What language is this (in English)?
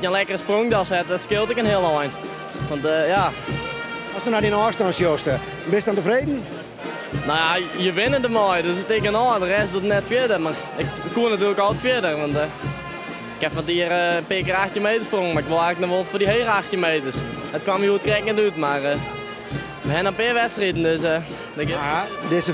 Western Frisian